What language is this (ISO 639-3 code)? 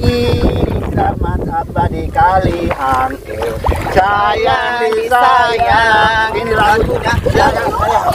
bew